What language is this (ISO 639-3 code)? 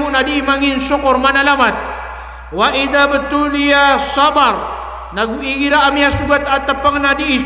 mrw